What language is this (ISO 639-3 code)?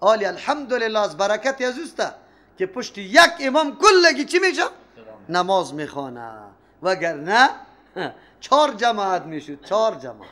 fas